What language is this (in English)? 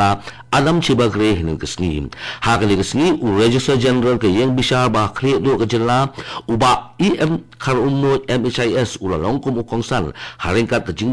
Khasi